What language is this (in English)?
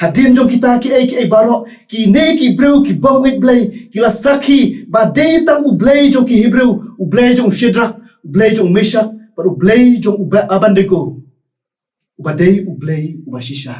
Khasi